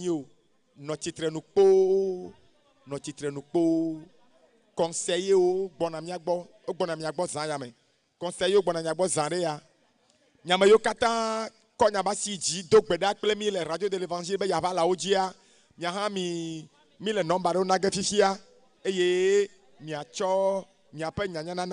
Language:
Ewe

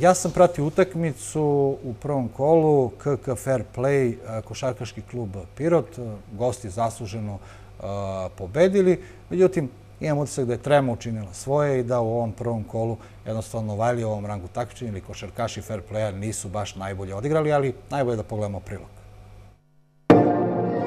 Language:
Serbian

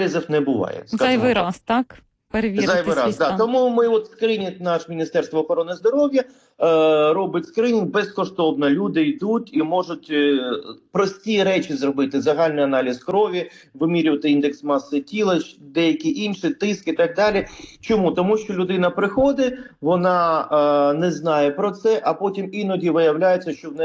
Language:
Ukrainian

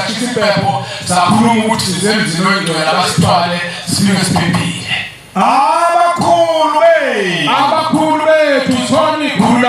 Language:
Zulu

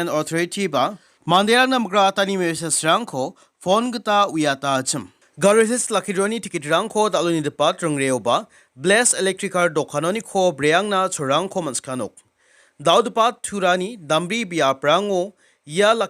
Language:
Garo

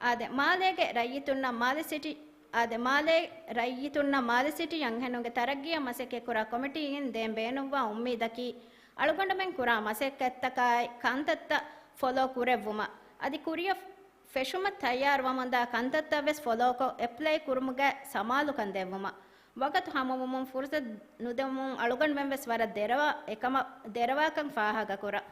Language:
Divehi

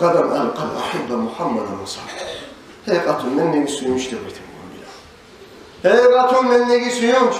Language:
Kumyk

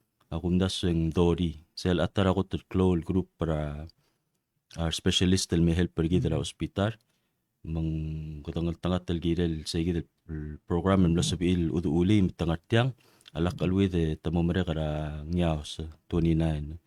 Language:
Palauan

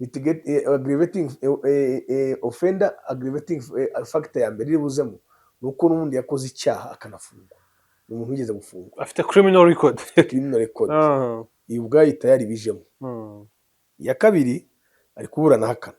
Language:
Kinyarwanda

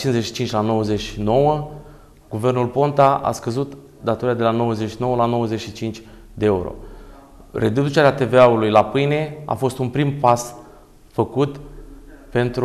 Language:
Romanian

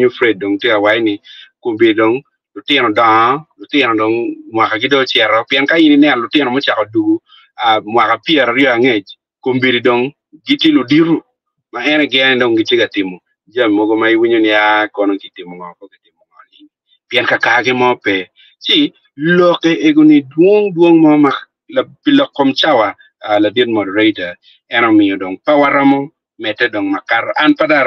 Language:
Acoli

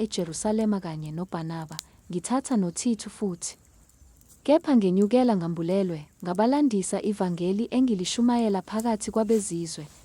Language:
Zulu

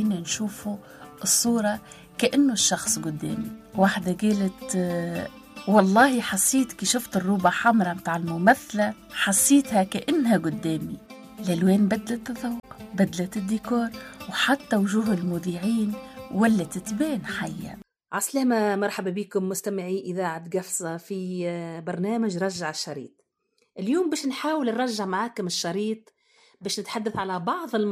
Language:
Tunisian Arabic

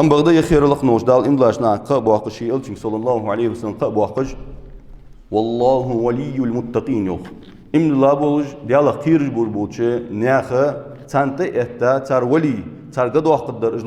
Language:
Ingush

